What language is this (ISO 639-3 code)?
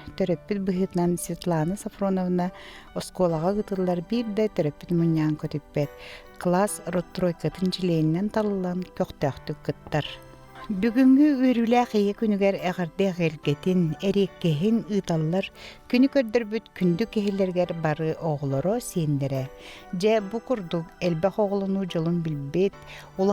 sah